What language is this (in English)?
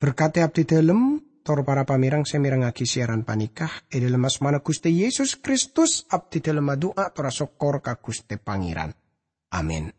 Madurese